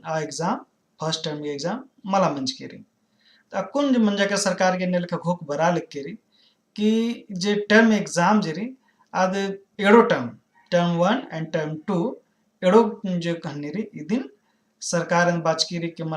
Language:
Kurukh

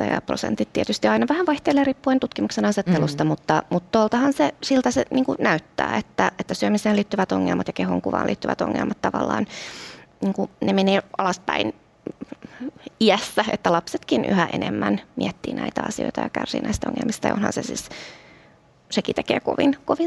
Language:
Finnish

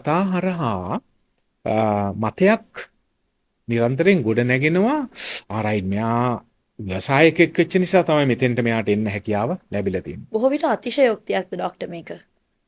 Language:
Sinhala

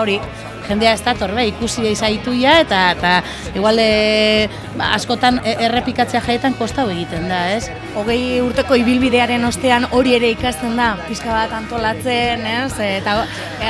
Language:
Basque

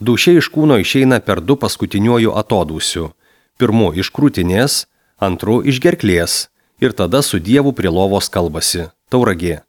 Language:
Lithuanian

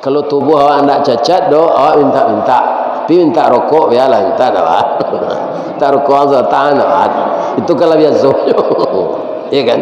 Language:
Minangkabau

